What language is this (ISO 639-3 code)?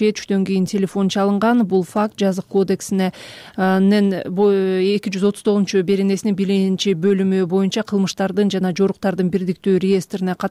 kir